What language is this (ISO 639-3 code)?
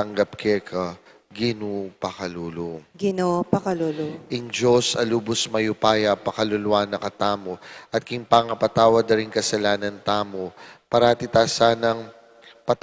pam